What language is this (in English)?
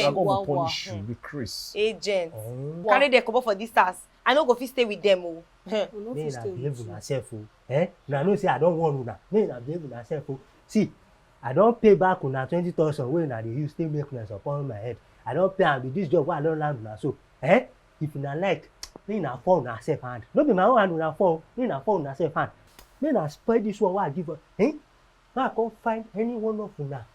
Nigerian Pidgin